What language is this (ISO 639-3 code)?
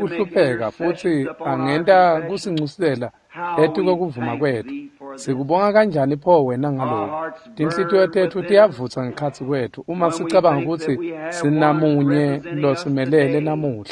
ssw